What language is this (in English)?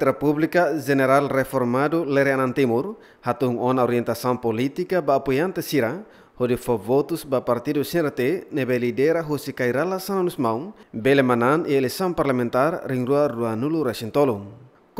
Tetum